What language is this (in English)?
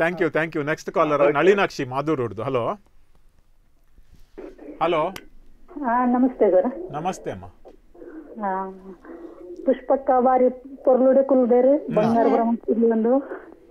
Tulu